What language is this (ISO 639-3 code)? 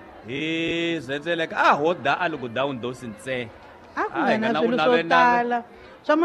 tso